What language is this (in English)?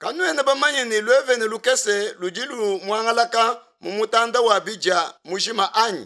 Luba-Lulua